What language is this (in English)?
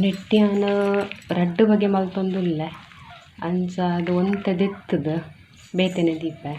Tulu